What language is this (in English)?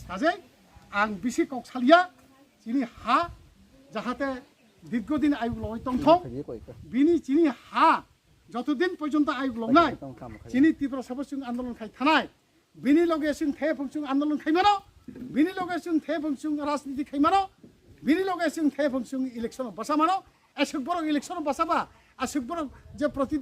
Kok Borok